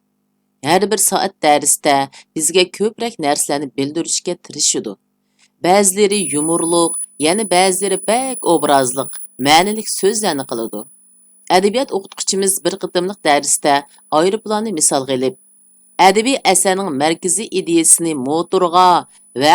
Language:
Uyghur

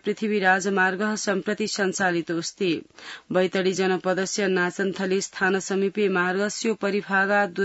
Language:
Sanskrit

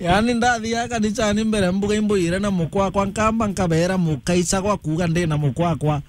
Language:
Meru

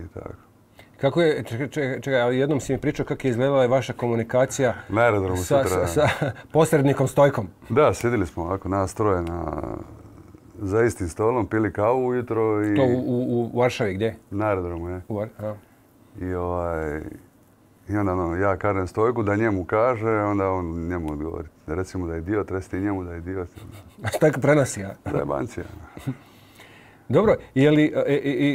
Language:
Croatian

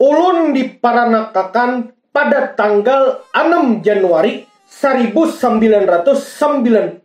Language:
Banjar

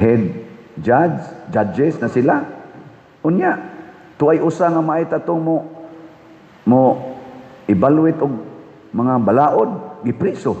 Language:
Cebuano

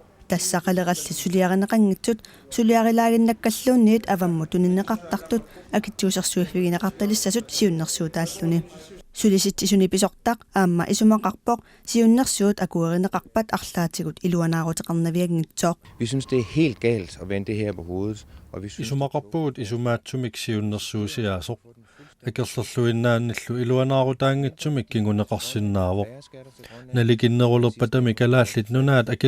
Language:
Kalaallisut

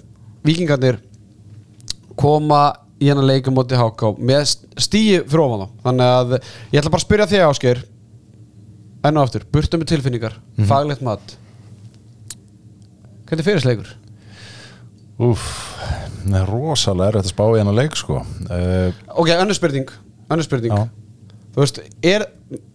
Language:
Icelandic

